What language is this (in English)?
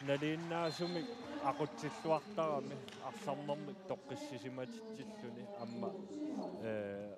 Kalaallisut